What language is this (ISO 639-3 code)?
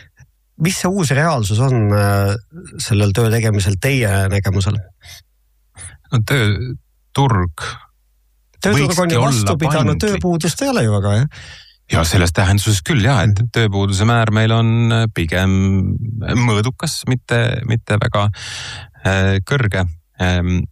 est